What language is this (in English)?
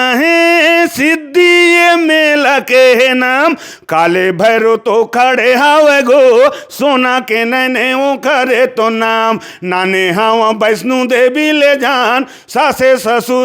Chhattisgarhi